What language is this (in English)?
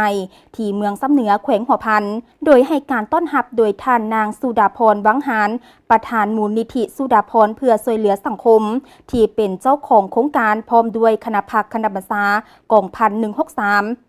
Lao